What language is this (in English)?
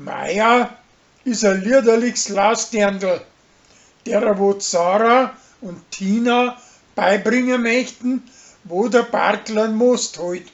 Bavarian